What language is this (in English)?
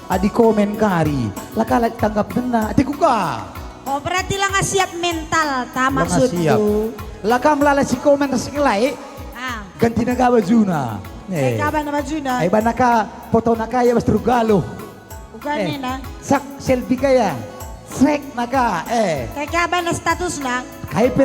Batak Karo